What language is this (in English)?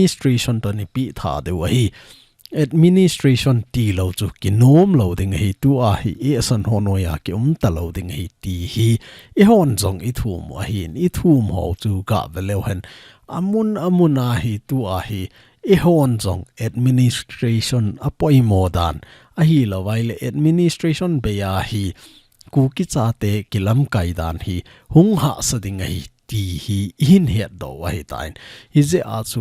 Thado Chin